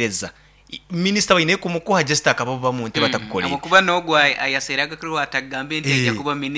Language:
Nyoro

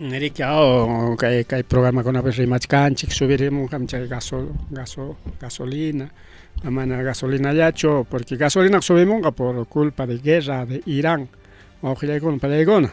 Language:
Ayacucho Quechua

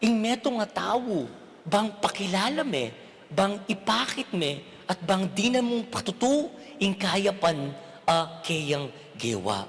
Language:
Pampanga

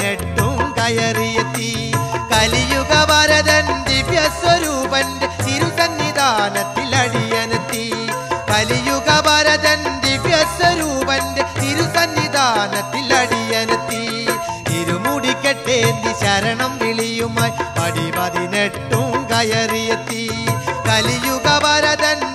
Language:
Malayalam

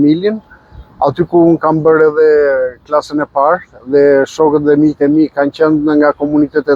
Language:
Albanian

